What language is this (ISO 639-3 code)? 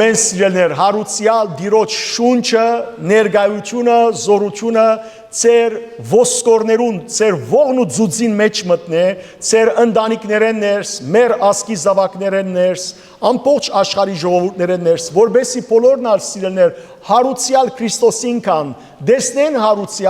hyw